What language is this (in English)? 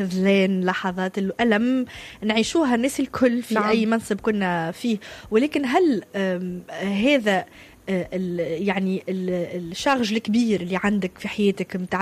Tunisian Arabic